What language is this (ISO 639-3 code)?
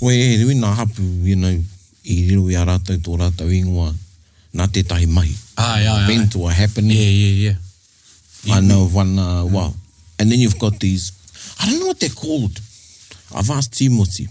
mri